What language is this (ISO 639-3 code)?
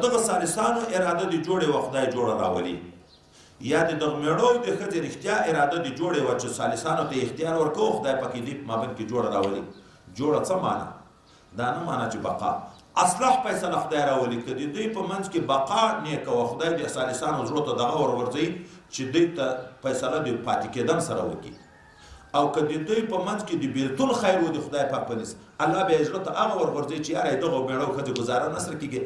pus